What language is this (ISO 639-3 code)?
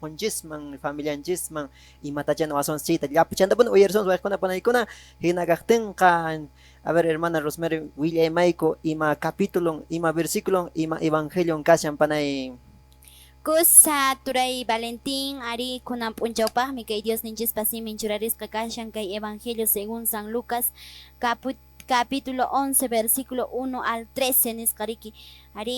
que